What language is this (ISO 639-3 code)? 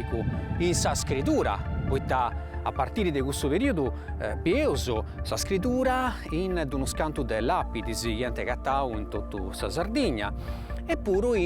srd